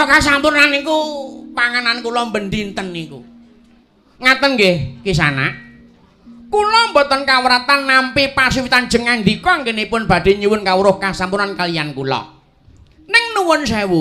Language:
Javanese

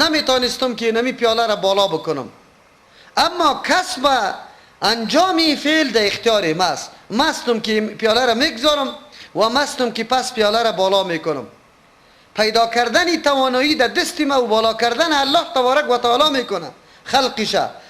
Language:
Persian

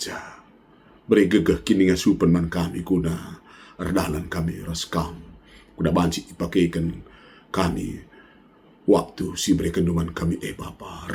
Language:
Batak Karo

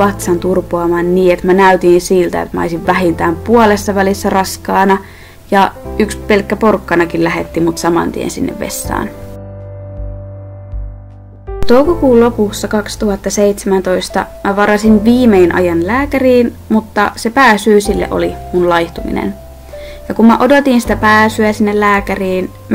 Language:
Finnish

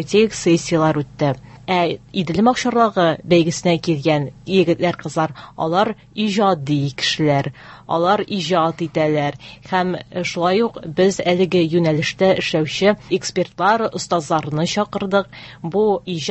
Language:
Tatar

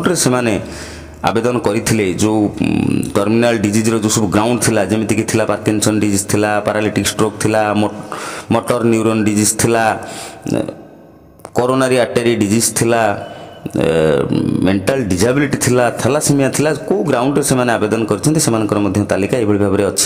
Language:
Odia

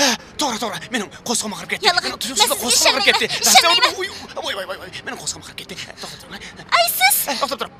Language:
Uyghur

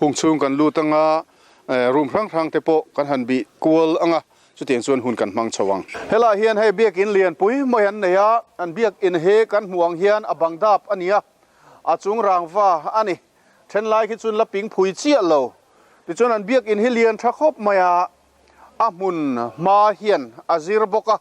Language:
Mizo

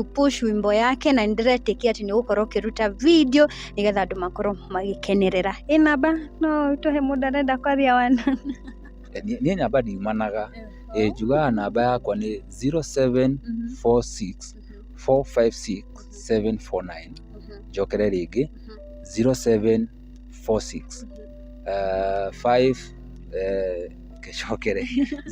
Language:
Kikuyu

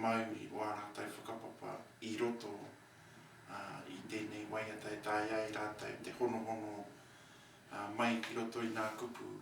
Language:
Māori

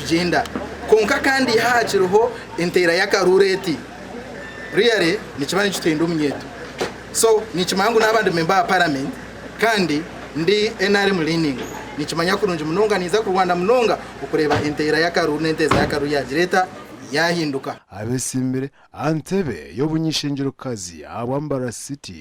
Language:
Nyankole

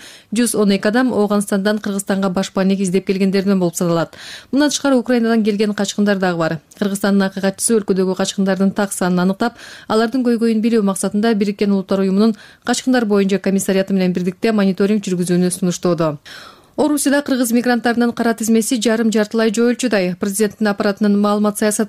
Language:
Kyrgyz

